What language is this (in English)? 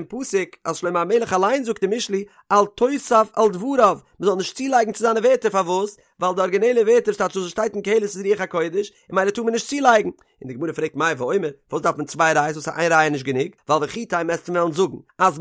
Yiddish